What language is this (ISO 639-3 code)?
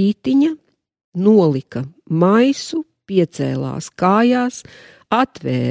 lav